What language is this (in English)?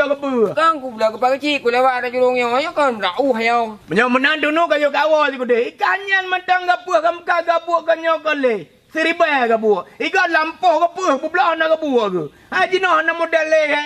Achinese